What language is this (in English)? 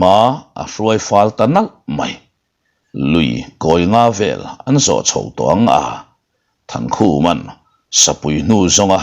Mizo